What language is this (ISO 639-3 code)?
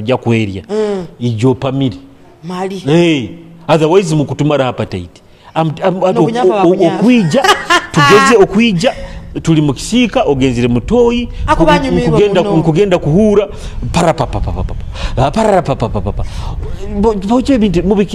nyo